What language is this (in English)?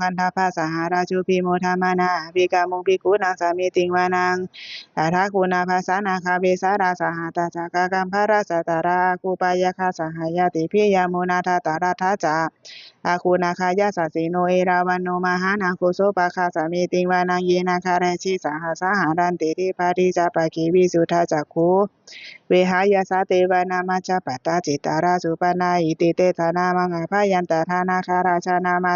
Pali